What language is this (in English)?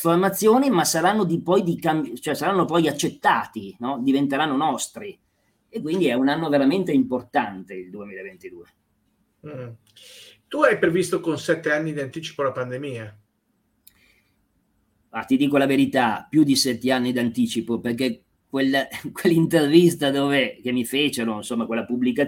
Italian